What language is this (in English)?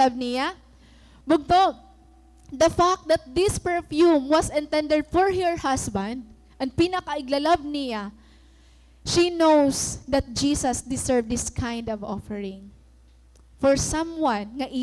Waray